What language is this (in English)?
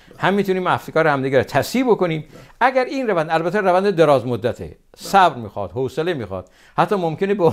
Persian